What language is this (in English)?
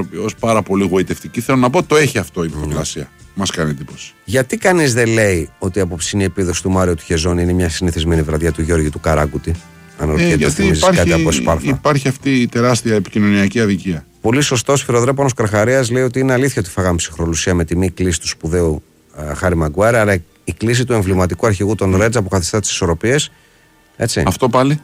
Greek